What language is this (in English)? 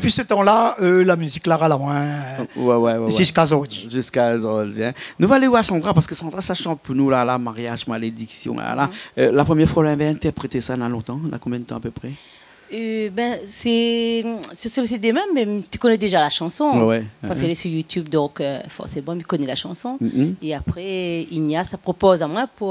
Réunion Creole French